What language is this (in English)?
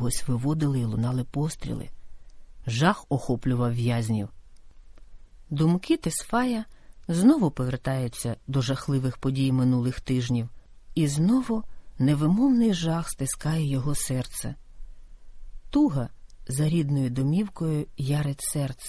Ukrainian